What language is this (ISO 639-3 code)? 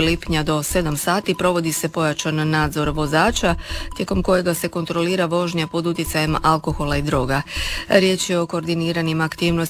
hrv